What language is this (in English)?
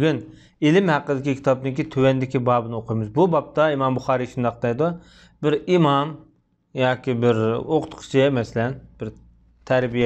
Uyghur